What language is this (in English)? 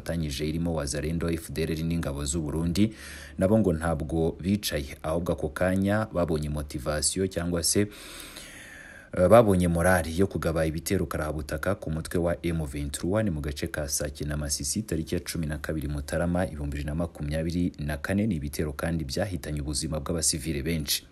Kinyarwanda